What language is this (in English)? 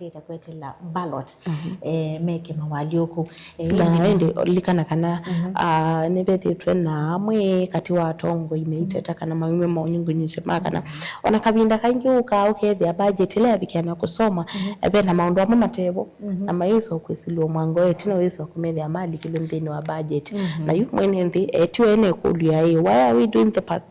Kamba